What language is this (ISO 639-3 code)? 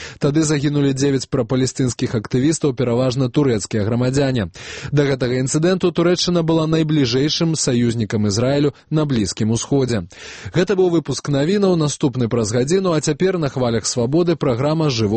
bel